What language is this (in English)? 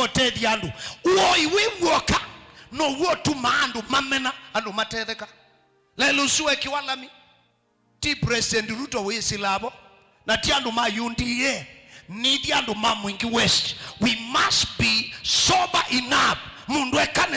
Kamba